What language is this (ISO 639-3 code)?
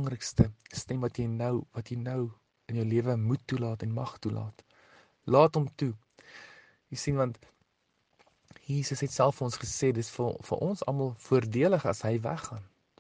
afr